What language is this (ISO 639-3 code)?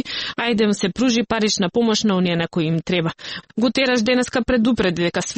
mkd